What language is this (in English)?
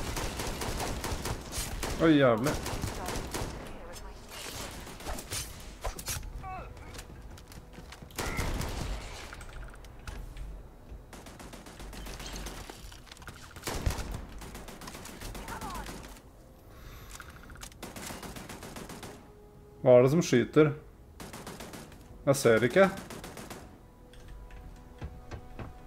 Norwegian